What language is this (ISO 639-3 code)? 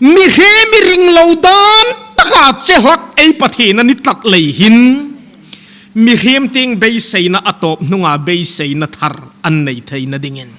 hmr